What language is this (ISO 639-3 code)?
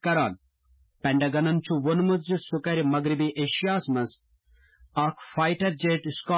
kas